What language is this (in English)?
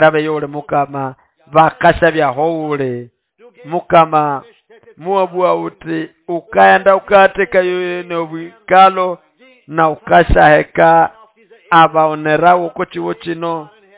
Nande